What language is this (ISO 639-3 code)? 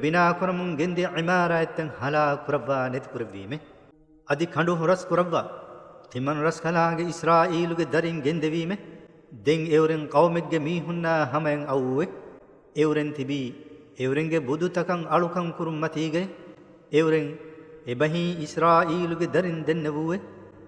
div